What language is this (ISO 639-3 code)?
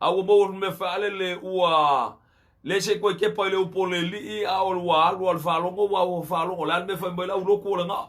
smo